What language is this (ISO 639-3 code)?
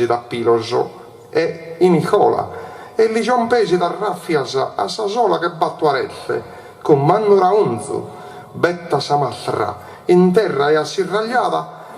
srd